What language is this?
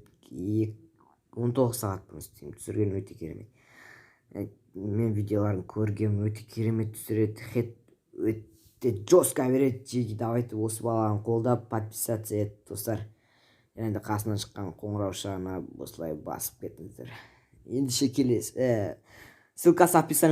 Kazakh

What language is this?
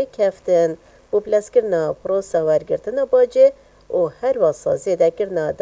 Kurdish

